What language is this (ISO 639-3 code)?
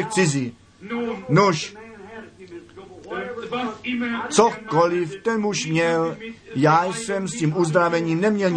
ces